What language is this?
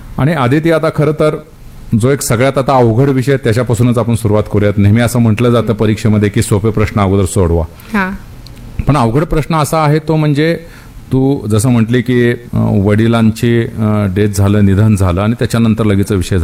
Marathi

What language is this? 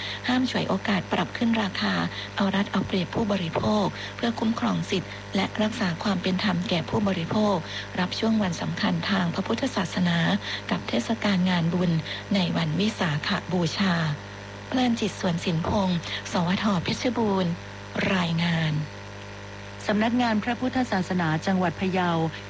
Thai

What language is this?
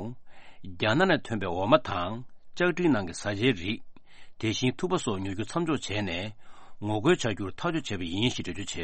Tibetan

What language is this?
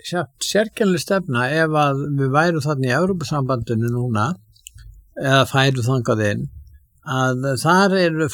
Icelandic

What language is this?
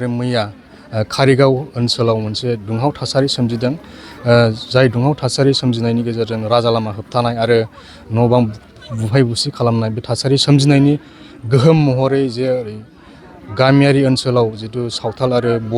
Bodo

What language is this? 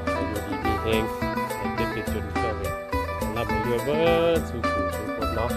Northeastern Thai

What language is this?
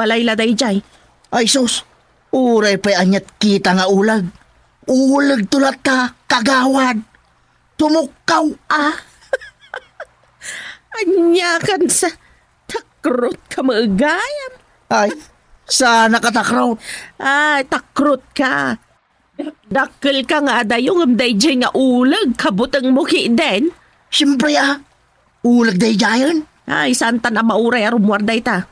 Iloko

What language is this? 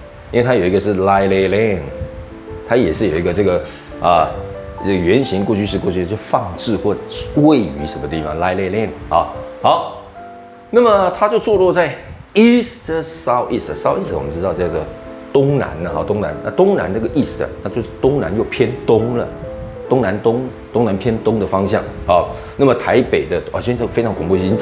Chinese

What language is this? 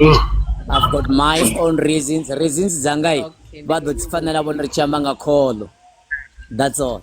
Venda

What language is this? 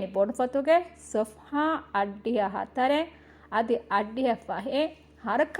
Divehi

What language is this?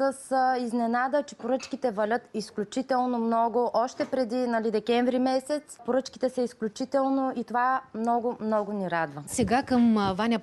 Bulgarian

